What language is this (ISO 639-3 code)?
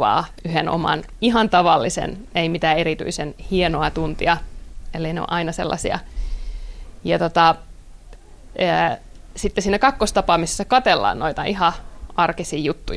fin